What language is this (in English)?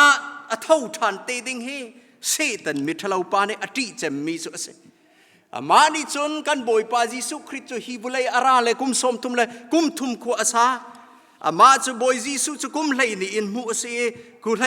Hakha Chin